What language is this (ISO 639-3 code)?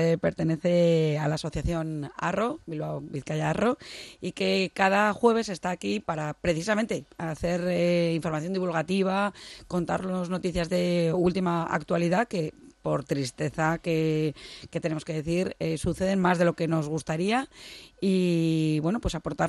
spa